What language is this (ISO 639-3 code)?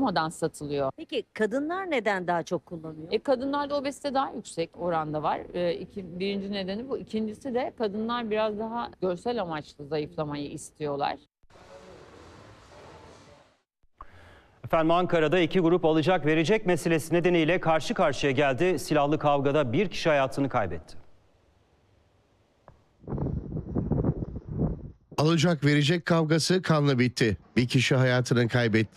tur